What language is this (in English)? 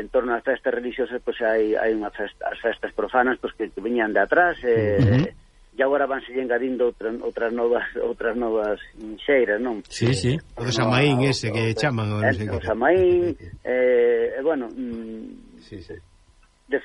Galician